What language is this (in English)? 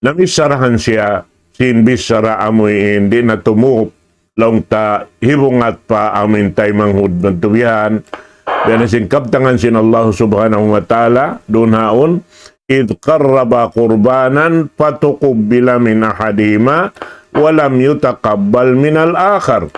Tausug